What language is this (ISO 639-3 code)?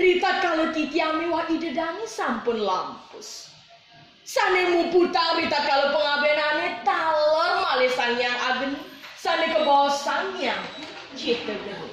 ban